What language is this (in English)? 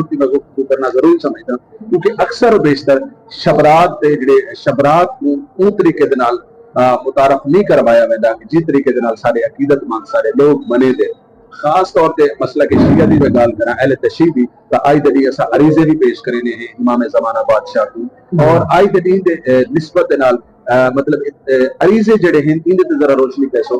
Saraiki